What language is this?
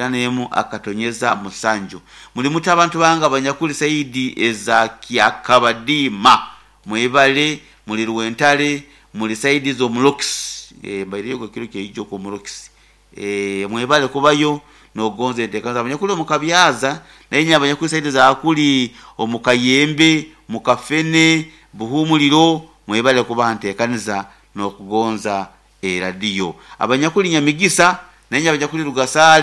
Nyoro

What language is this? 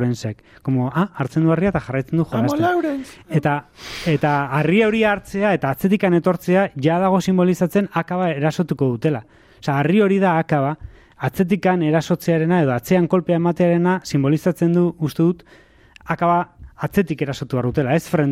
Basque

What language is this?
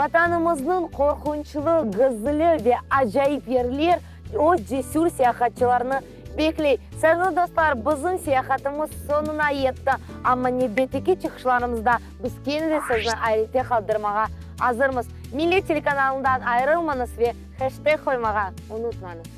Crimean Tatar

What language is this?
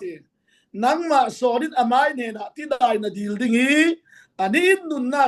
Falam Chin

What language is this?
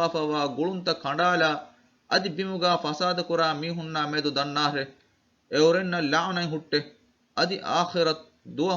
Divehi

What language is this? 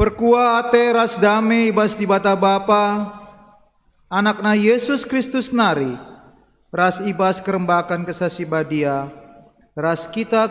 Batak Karo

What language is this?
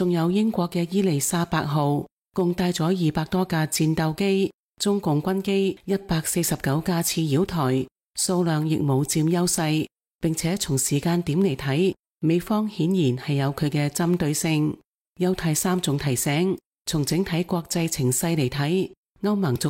Cantonese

